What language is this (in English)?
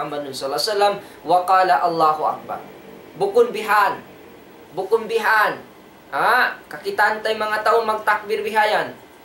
Tausug